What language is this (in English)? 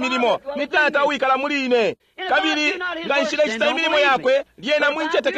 Bemba